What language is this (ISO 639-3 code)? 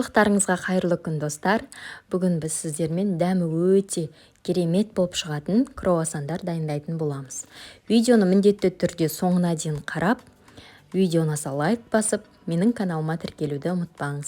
kaz